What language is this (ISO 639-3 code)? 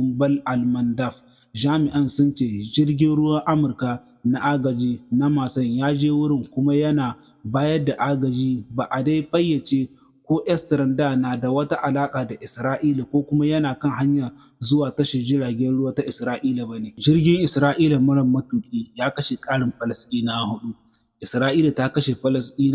hau